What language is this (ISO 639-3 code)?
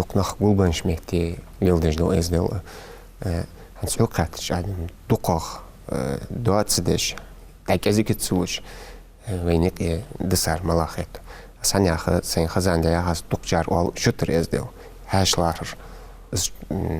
inh